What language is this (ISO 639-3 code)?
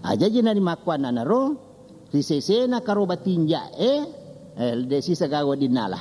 bug